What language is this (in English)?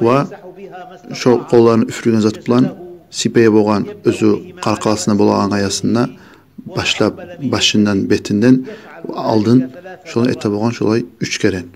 Kumyk